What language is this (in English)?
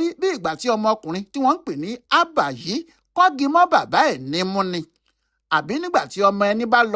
Yoruba